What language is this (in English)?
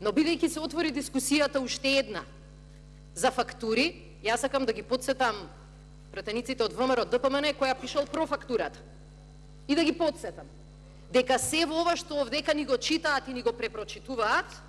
Macedonian